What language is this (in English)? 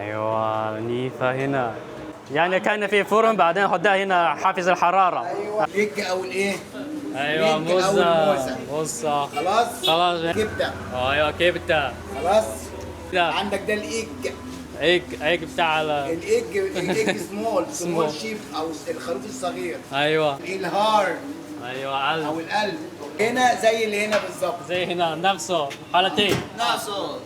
Egyptian Arabic